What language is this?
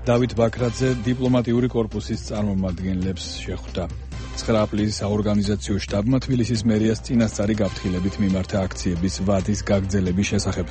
Georgian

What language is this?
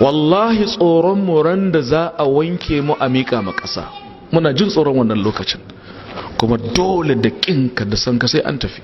Hausa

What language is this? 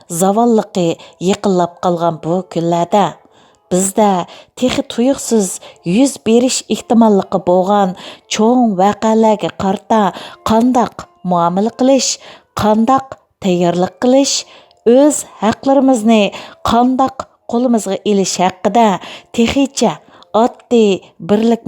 Uyghur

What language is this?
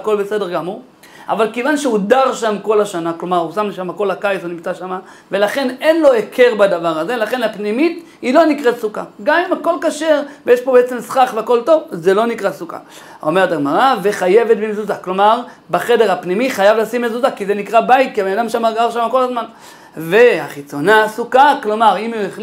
Hebrew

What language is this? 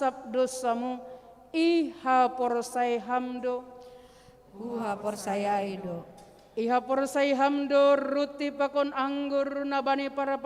Batak Simalungun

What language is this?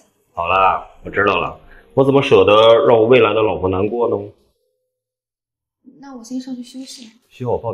Chinese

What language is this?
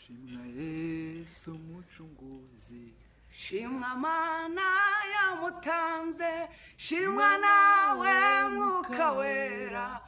Kinyarwanda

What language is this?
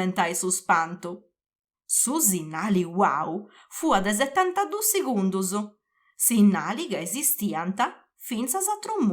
Sardinian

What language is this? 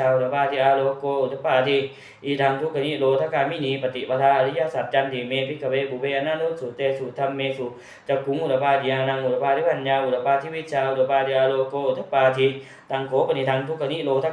Pali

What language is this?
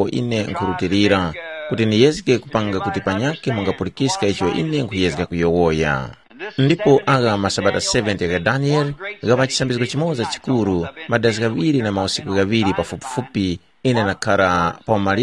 Tumbuka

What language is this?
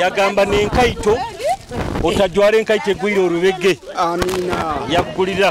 Nyoro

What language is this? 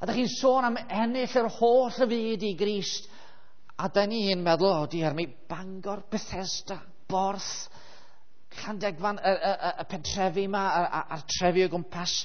Welsh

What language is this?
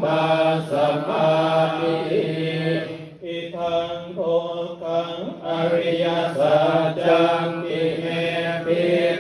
Pali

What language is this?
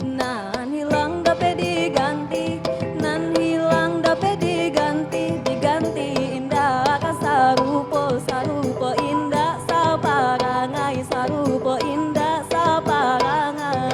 Minangkabau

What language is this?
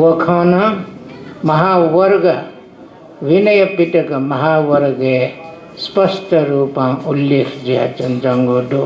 Newari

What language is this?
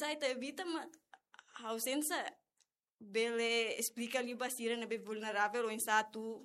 Tetum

